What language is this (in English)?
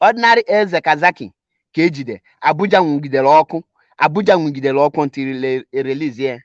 Igbo